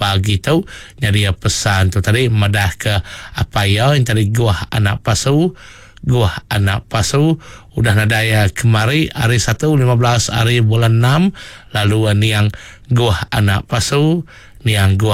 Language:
Iban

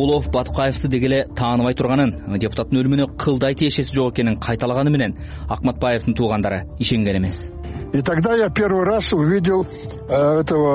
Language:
Kyrgyz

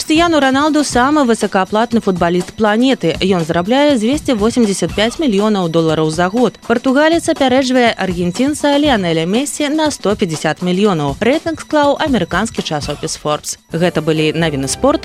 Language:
Belarusian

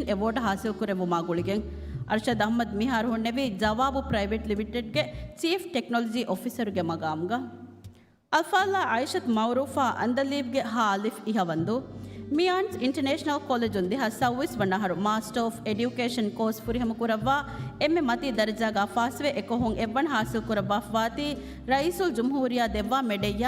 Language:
Divehi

